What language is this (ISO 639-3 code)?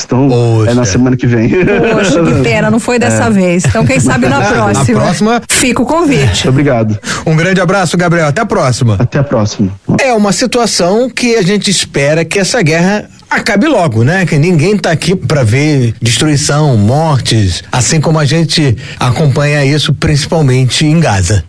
por